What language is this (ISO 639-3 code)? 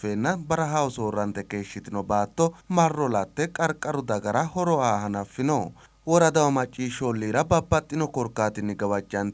sid